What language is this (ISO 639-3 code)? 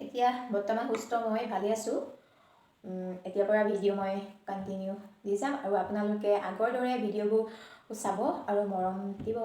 asm